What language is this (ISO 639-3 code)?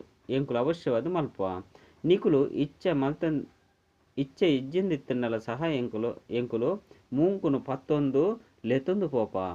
tcy